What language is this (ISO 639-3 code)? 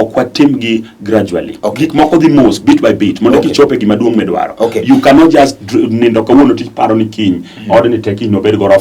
luo